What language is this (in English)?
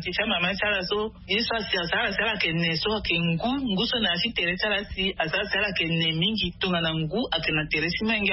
Sango